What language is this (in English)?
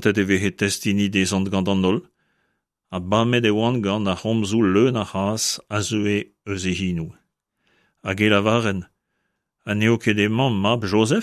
Breton